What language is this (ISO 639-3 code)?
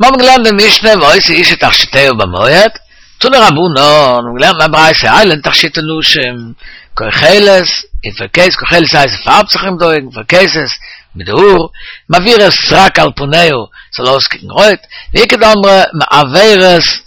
yid